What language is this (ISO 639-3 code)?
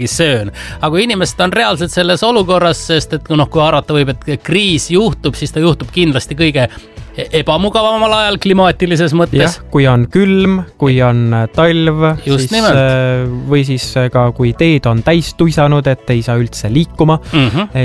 est